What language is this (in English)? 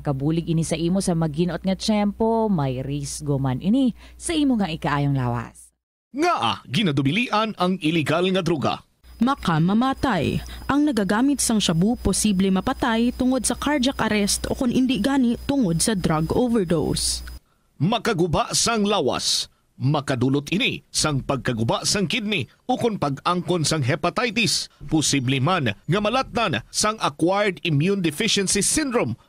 Hiligaynon